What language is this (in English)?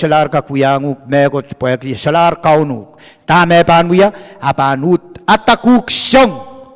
Pohnpeian